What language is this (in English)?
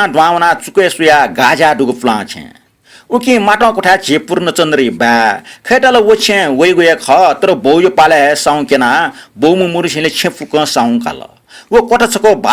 Newari